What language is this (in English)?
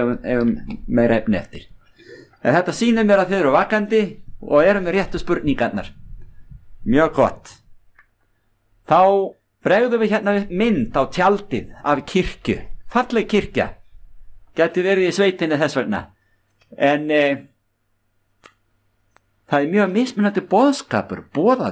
Icelandic